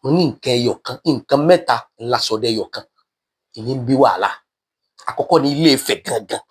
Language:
Yoruba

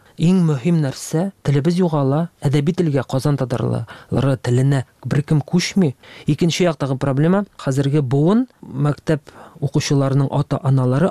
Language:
Tatar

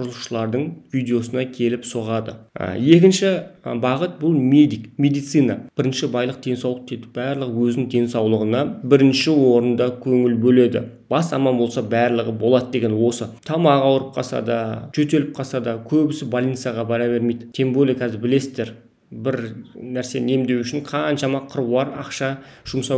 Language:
Kazakh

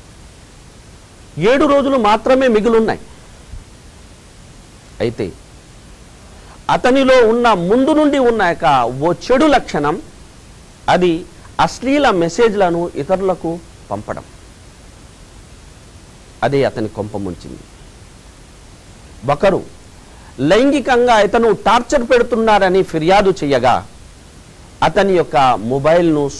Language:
Telugu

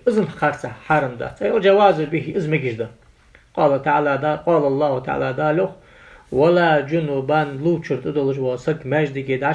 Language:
Ingush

